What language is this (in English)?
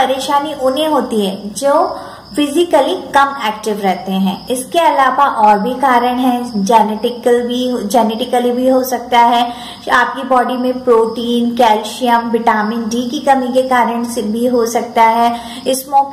Hindi